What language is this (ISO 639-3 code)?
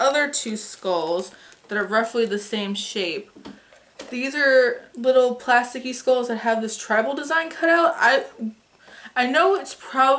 eng